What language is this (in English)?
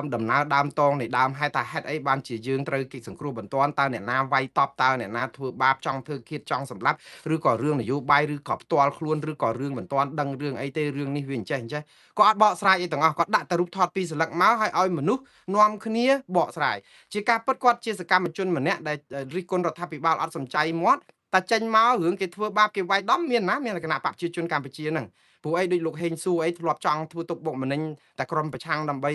Khmer